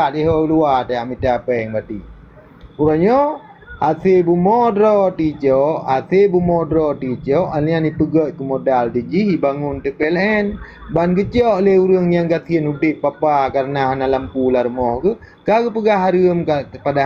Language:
Achinese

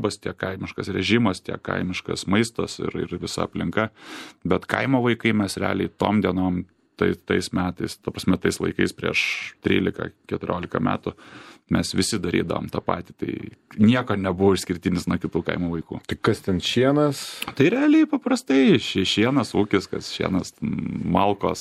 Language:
Lithuanian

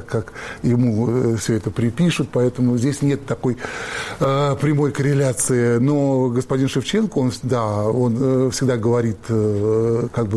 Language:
Russian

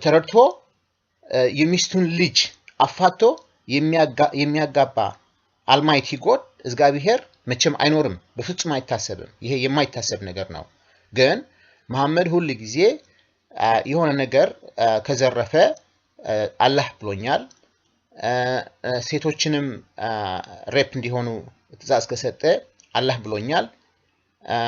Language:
Amharic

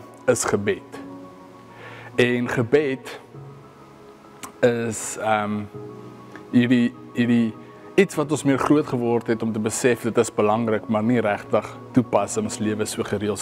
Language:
Afrikaans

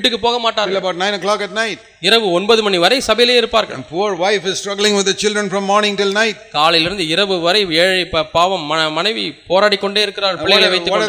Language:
Tamil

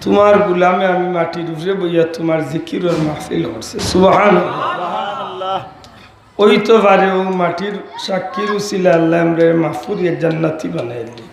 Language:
Sylheti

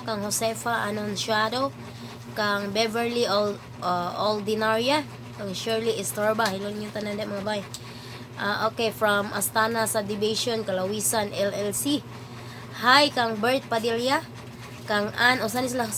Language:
Cebuano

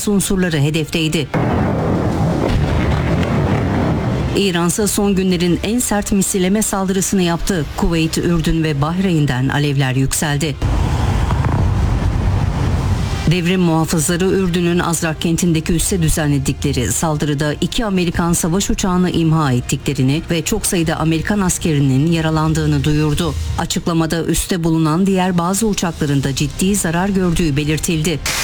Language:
Turkish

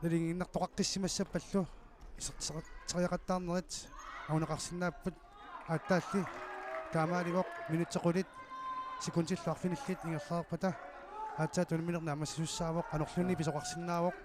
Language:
Kalaallisut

